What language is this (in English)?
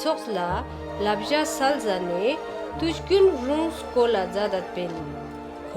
Ladakhi